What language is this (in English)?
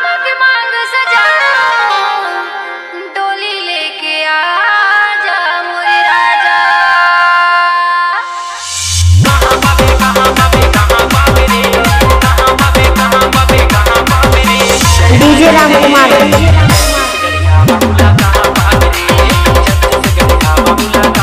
Chhattisgarhi